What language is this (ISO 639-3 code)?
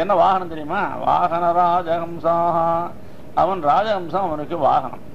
tam